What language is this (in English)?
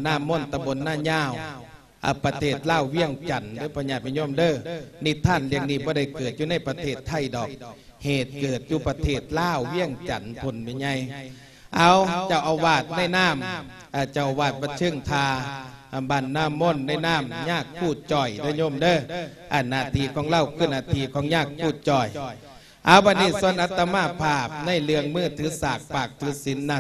Lao